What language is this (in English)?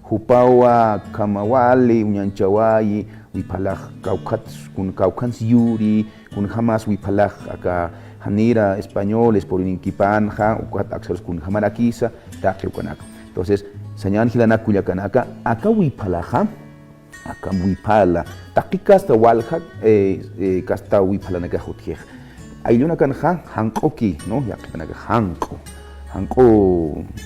Aymara